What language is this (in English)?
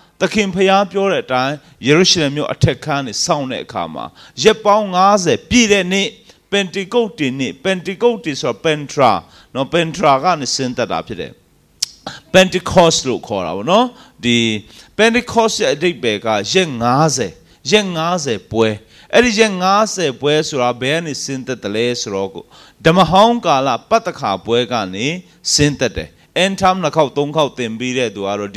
Burmese